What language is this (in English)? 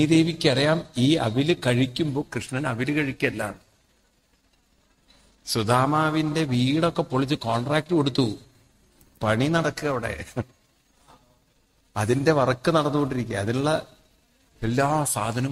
Malayalam